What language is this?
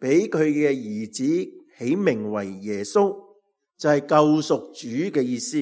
Cantonese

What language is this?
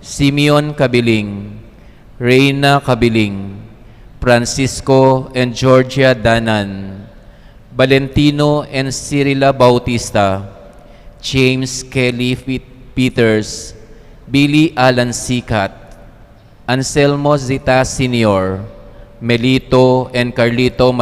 Pampanga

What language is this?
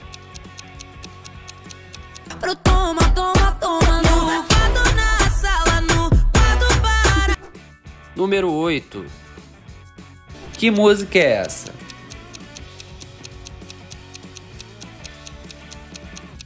Portuguese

